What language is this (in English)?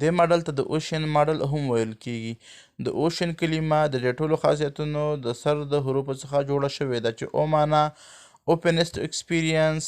Pashto